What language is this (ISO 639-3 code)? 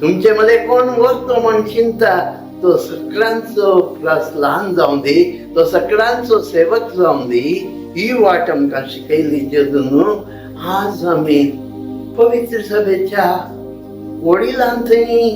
kok